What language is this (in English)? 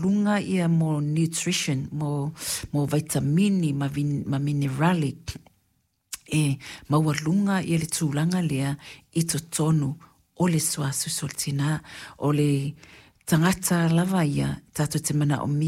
Samoan